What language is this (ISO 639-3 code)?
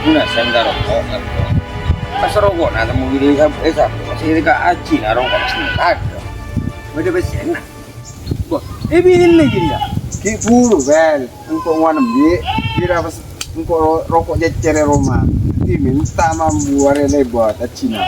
mad